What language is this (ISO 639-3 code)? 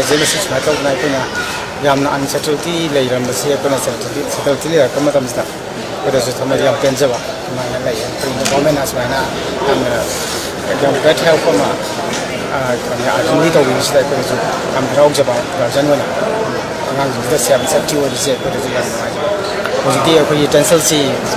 mni